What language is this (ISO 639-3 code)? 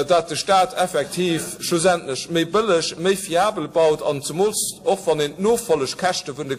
ltz